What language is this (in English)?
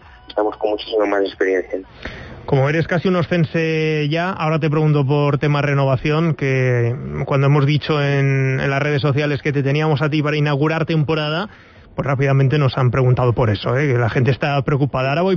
Spanish